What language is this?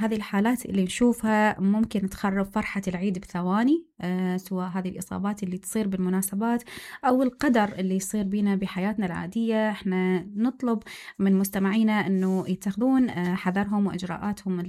Mesopotamian Arabic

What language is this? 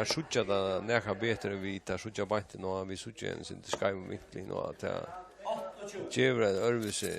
Faroese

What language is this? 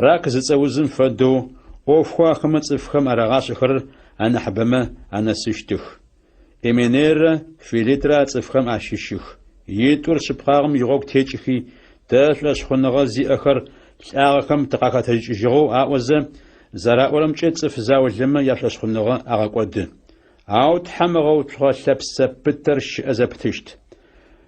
Adyghe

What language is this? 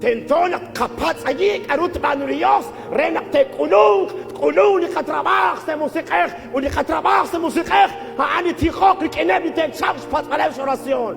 Kekchí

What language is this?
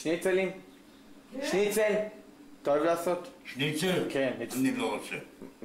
Hebrew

